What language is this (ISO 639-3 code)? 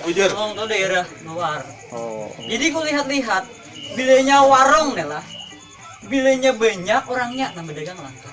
bjn